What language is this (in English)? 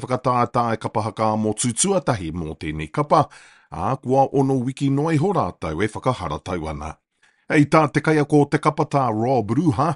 Māori